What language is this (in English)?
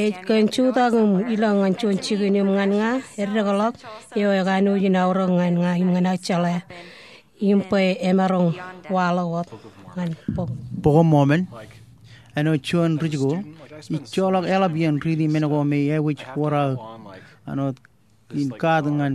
Marshallese